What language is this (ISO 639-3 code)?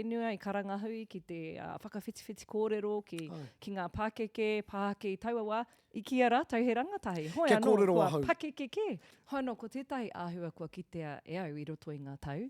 mri